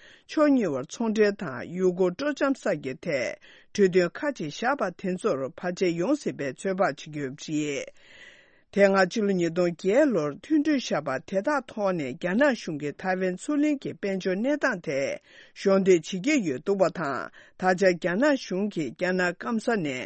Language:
Tibetan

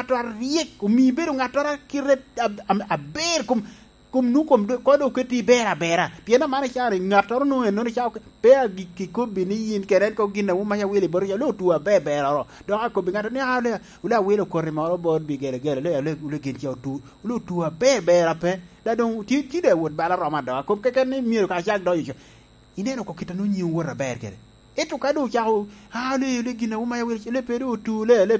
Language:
Lango (Uganda)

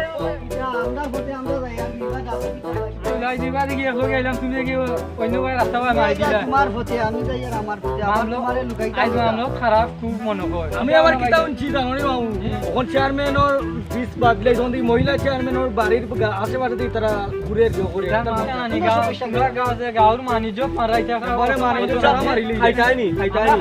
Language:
Sylheti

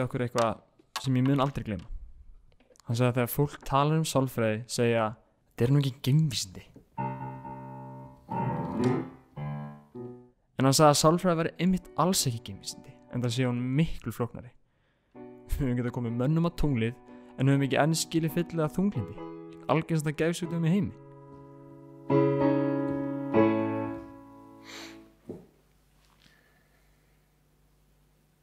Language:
Icelandic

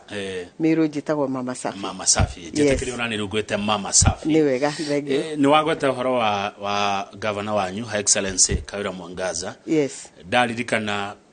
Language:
Kikuyu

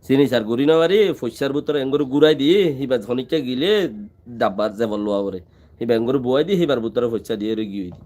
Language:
Rohingya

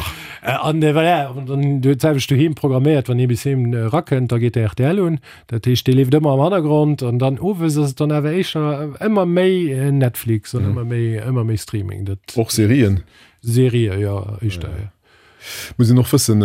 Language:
Luxembourgish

